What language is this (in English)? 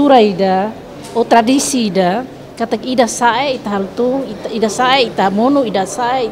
Tetum